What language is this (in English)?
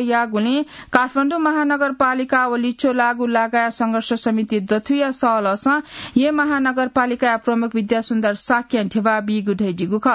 Newari